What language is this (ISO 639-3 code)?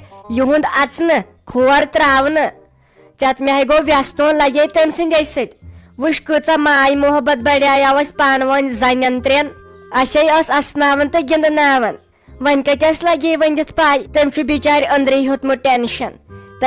kas